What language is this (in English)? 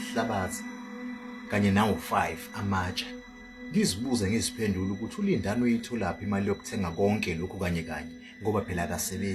Zulu